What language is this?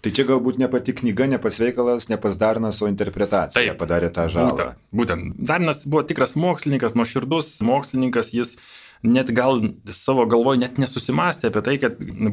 Lithuanian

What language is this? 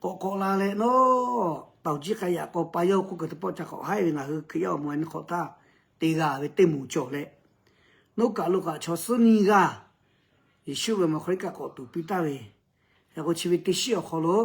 Lahu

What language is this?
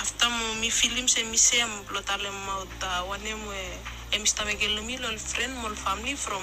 Bislama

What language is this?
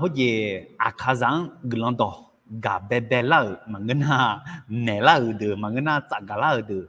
Akha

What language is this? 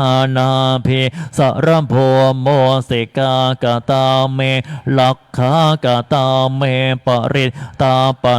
Pali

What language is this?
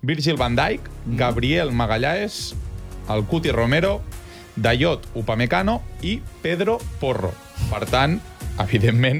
Catalan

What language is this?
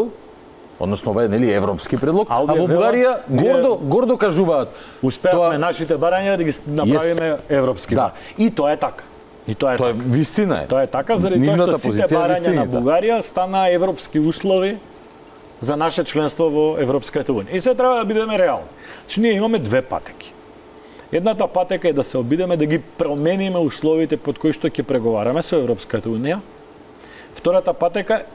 Macedonian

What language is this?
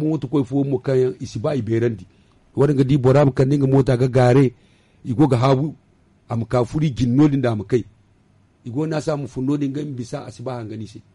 Zarma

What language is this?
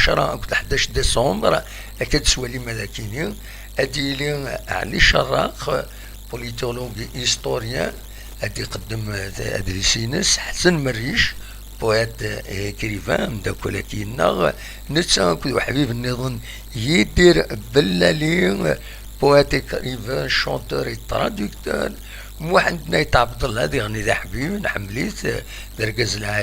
Kabyle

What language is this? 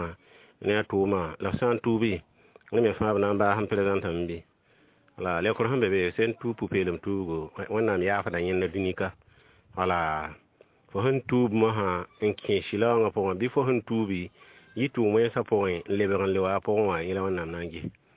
Mossi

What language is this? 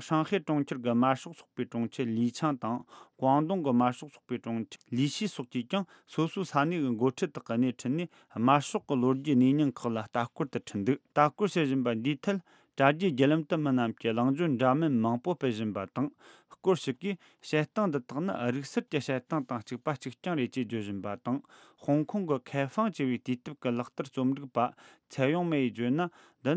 Tibetan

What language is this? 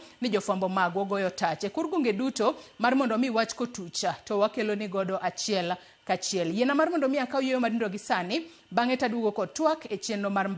Luo (Kenya and Tanzania)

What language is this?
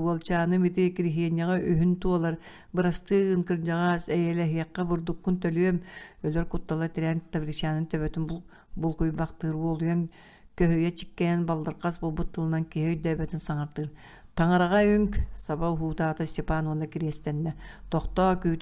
Yakut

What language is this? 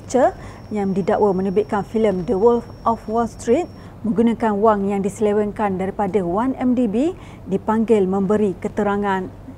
Malay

